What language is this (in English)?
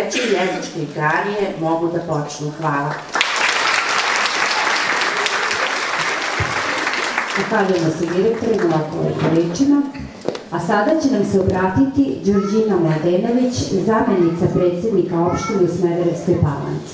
Serbian